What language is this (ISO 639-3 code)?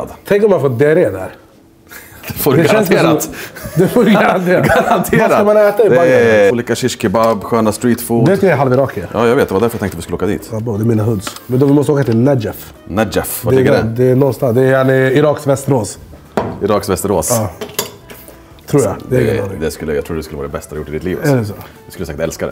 swe